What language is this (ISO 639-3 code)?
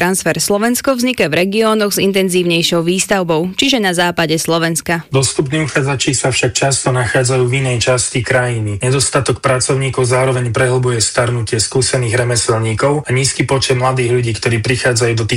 slk